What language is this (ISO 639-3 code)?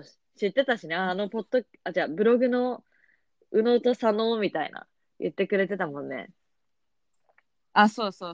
jpn